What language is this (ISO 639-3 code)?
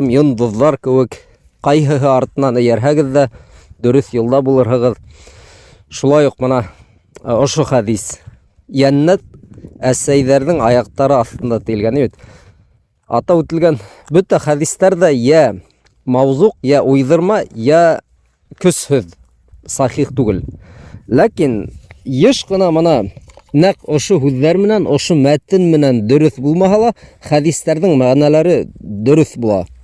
bak